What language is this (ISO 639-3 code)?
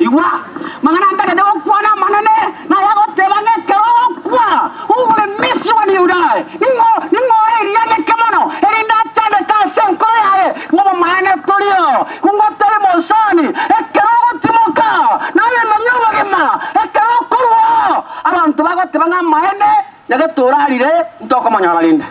guz